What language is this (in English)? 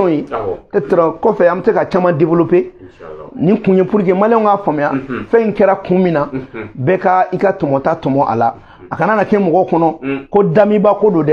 Bambara